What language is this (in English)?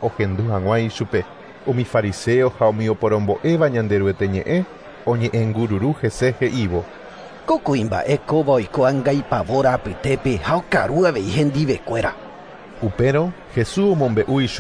Guarani